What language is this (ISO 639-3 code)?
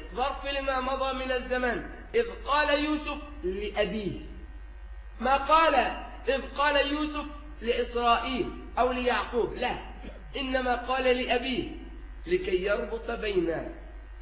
ara